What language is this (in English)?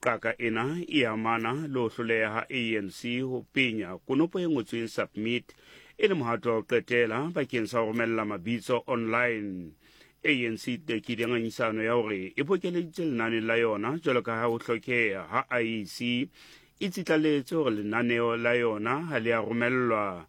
Southern Sotho